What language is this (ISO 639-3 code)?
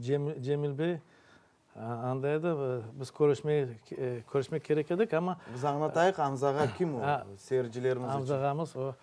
crh